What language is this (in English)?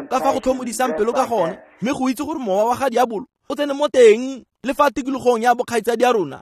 Tswana